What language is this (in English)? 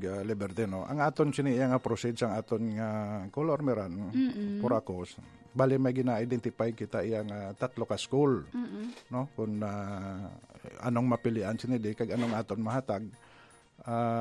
Hiligaynon